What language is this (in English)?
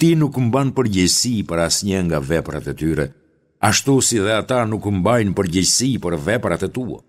Albanian